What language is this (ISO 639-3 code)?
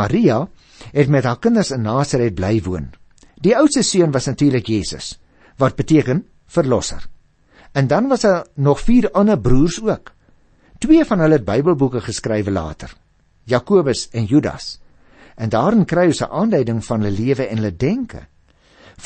afr